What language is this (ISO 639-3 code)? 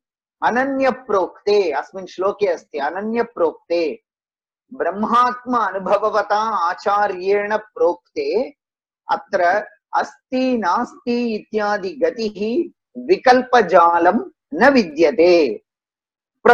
san